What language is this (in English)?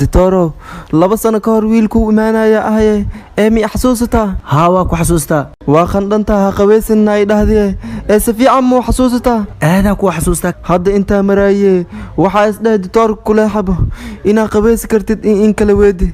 Somali